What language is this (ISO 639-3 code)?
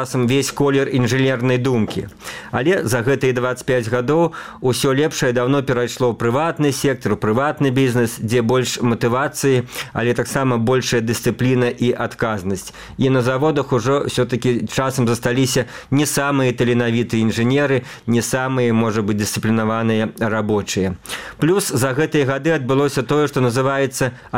bel